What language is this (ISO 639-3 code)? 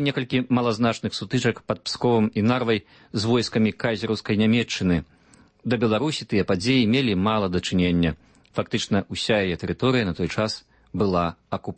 bel